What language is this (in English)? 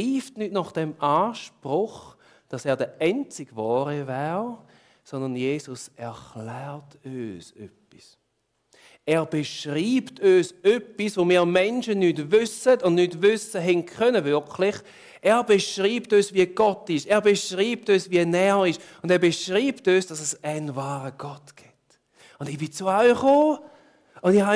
Swiss German